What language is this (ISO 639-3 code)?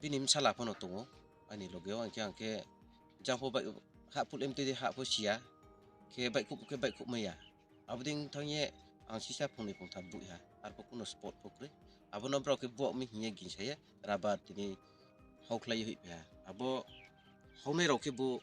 ria